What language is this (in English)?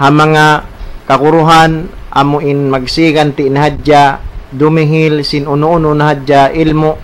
Tausug